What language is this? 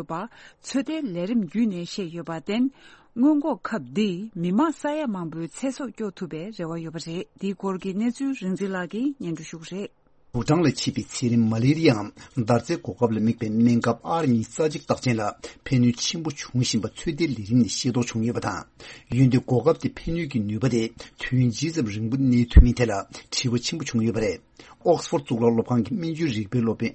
Tibetan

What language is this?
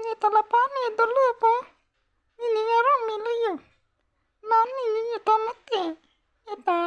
Karbi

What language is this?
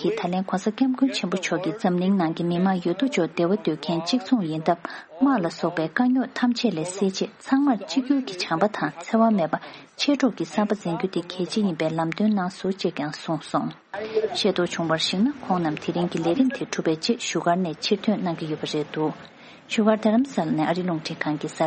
Tibetan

